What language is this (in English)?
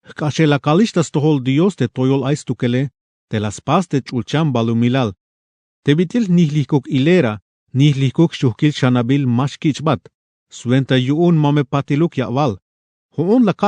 Tzeltal